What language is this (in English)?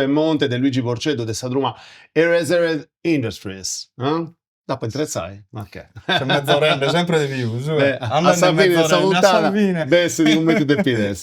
Sardinian